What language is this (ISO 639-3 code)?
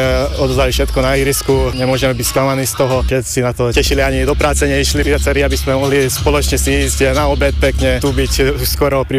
slk